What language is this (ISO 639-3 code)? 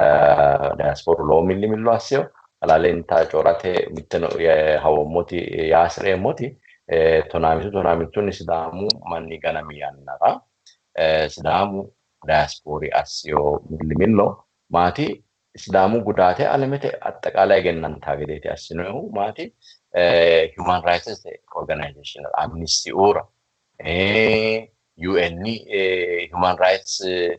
sid